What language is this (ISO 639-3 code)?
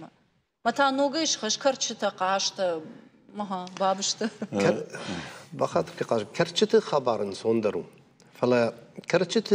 oss